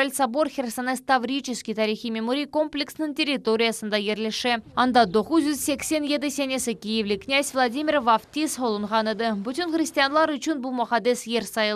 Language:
Crimean Tatar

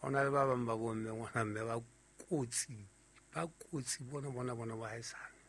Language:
Southern Sotho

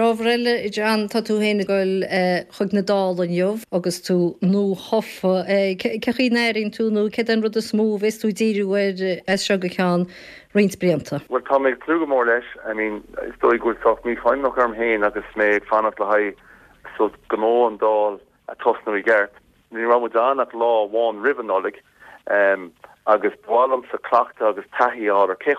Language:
Irish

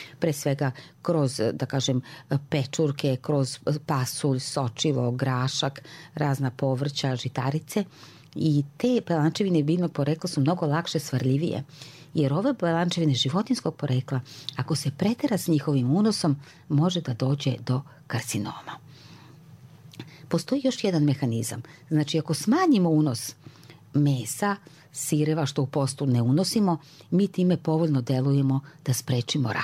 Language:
Serbian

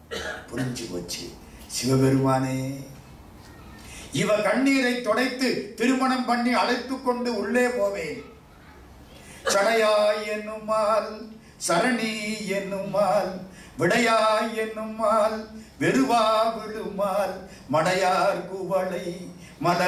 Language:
Tamil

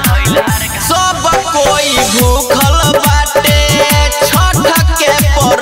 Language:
Bhojpuri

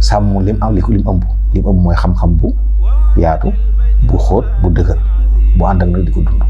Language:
Wolof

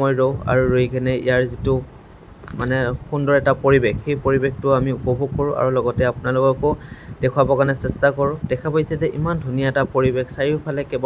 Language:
Assamese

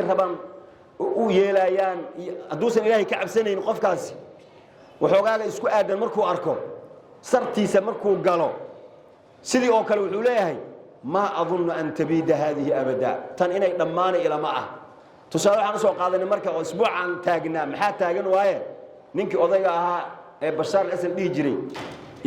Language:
Somali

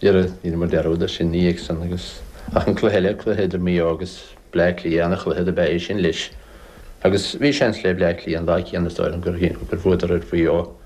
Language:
Irish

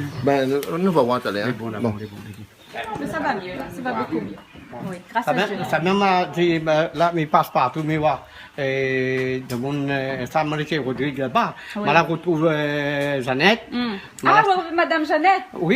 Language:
Réunion Creole French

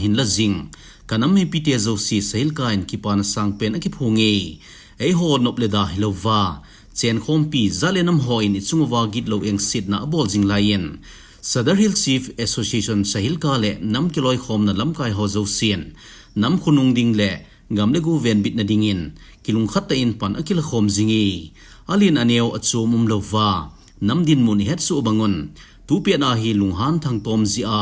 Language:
Thado Chin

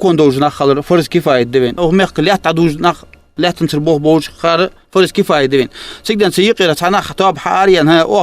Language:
Ingush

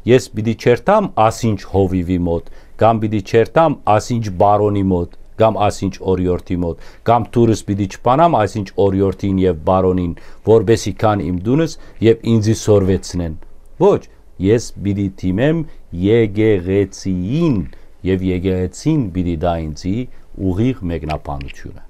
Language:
Western Armenian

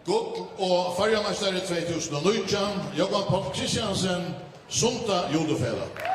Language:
Faroese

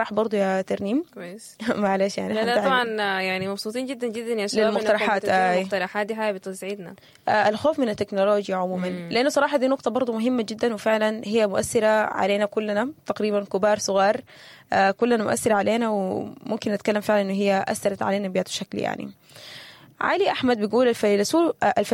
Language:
Sudanese Arabic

